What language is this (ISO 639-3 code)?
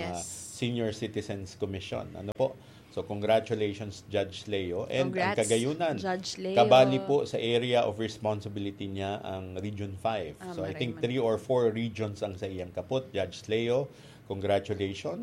bik